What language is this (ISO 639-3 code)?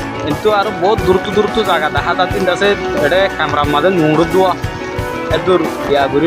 rhg